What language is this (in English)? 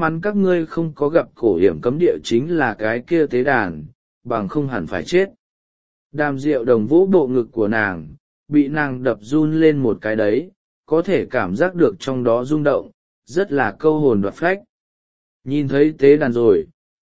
Vietnamese